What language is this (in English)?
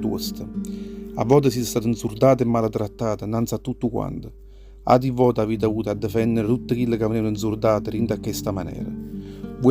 Neapolitan